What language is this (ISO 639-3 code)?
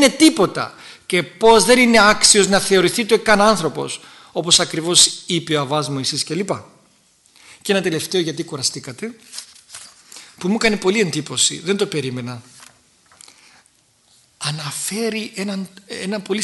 ell